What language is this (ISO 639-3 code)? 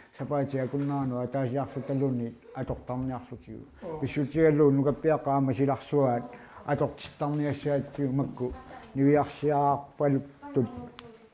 kal